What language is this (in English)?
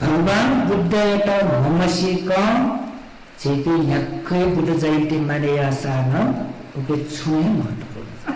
Newari